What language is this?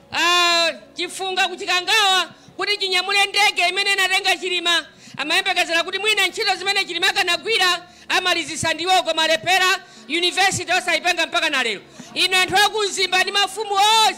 Nyanja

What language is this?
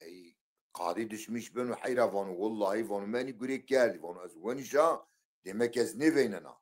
Zaza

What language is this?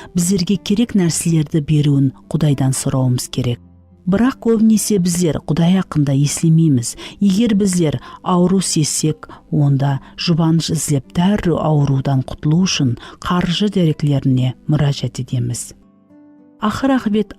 Kara-Kalpak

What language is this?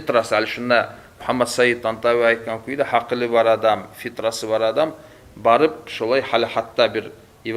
Kumyk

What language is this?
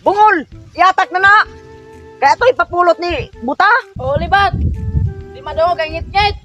Cebuano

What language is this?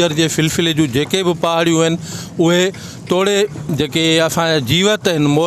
Sindhi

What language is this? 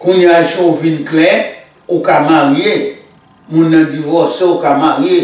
Haitian Creole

